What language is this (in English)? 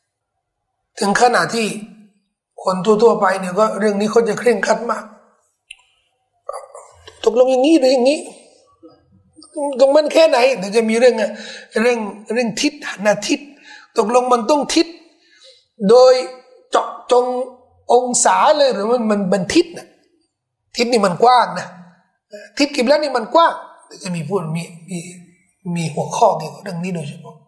Thai